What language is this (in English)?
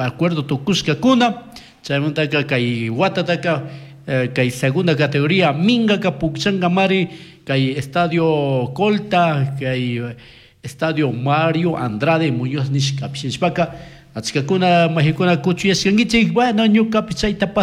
Chimborazo Highland Quichua